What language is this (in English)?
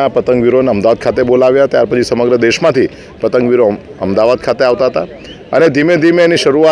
Gujarati